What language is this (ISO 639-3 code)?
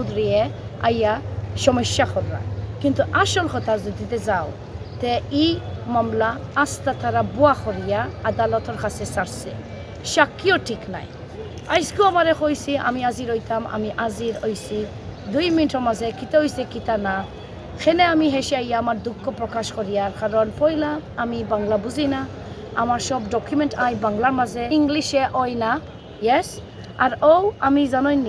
syl